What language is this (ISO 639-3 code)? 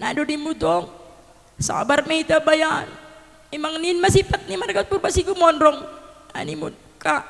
bts